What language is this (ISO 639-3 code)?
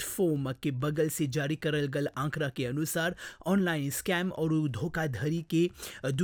bho